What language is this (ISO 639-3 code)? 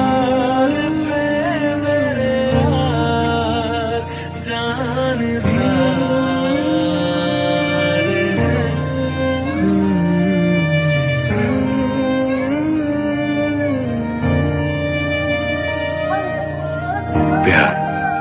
hin